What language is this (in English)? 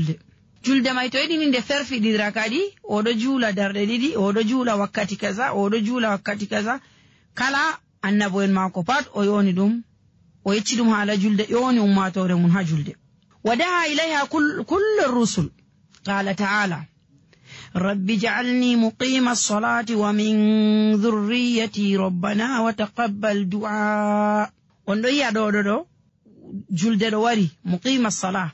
Nigerian Fulfulde